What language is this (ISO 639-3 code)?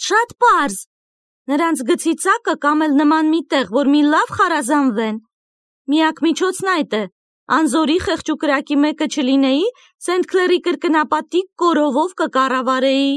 hye